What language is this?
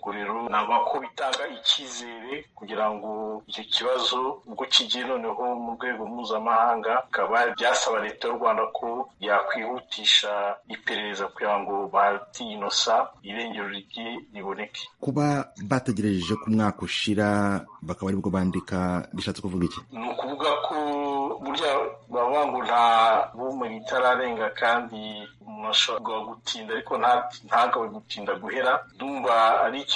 Kinyarwanda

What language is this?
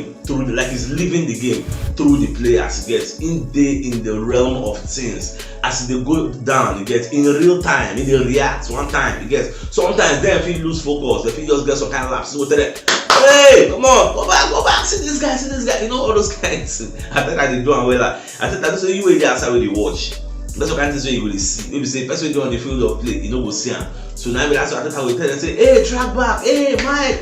Nigerian Pidgin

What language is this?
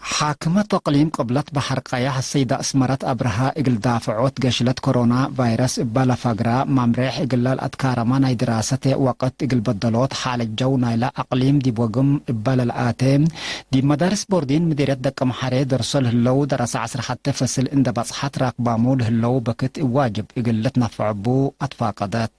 Tigre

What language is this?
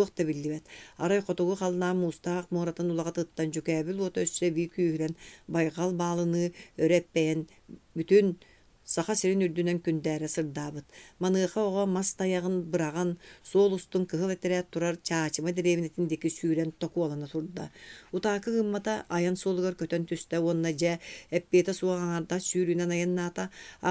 Yakut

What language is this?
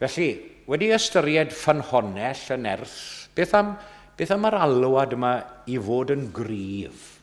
Welsh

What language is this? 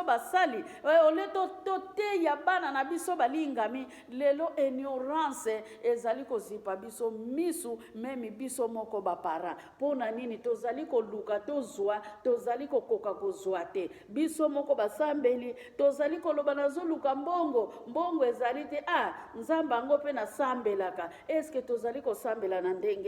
Lingala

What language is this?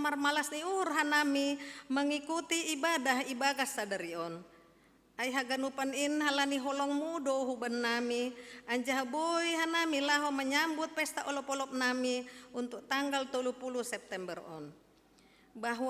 Batak Simalungun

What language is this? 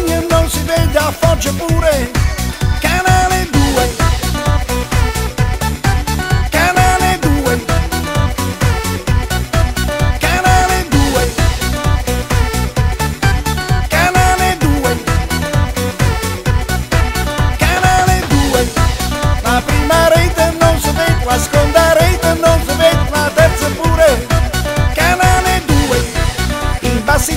Italian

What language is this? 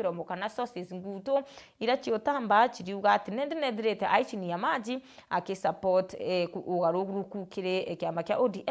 Meru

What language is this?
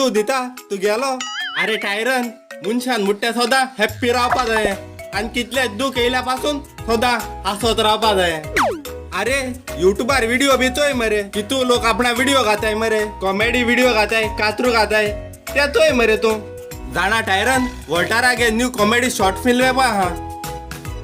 Konkani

